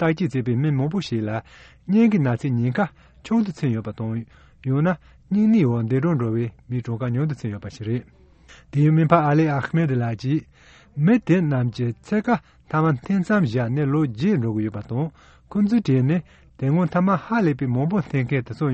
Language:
Tibetan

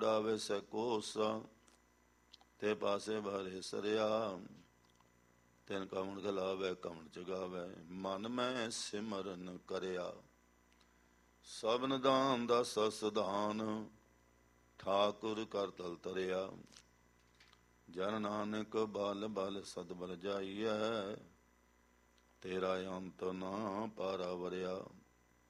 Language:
Punjabi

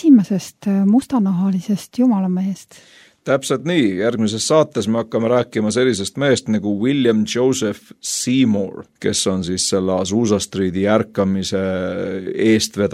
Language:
Estonian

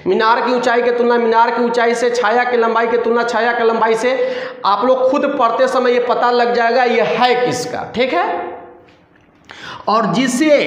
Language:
Hindi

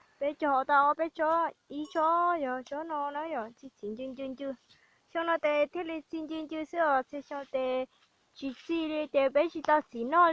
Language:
Hmong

